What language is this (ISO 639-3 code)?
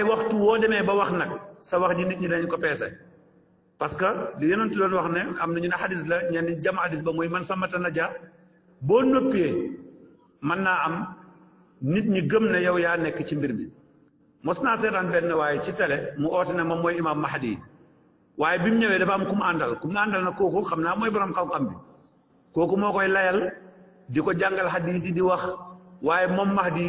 wol